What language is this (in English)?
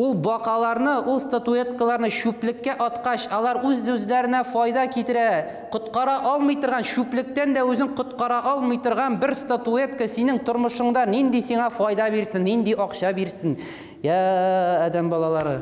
Tatar